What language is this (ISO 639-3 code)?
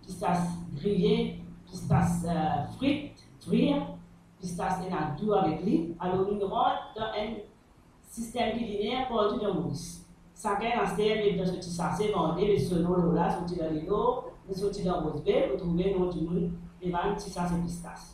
mfe